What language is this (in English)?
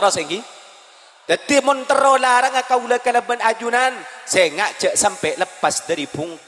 Madurese